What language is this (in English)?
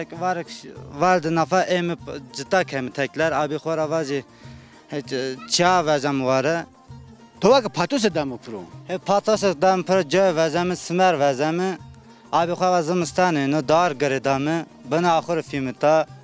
Zaza